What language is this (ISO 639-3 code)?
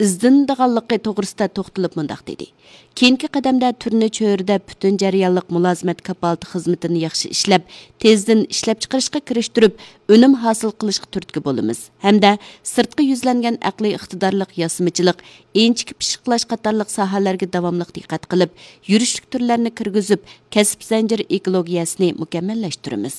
uig